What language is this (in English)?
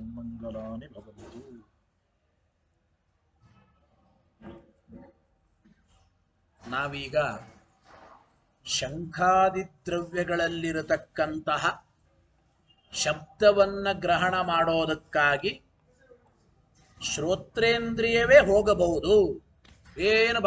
Kannada